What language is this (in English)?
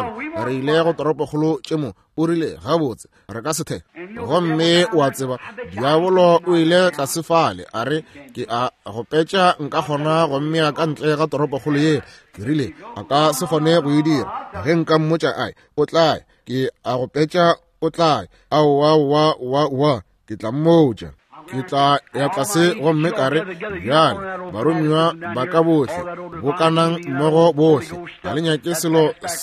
Northern Sotho